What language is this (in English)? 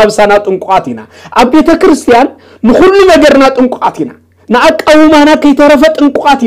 Tigrinya